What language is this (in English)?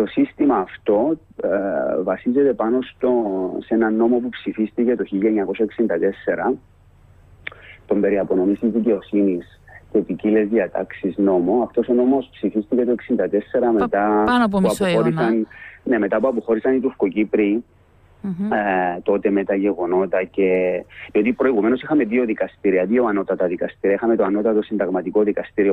Greek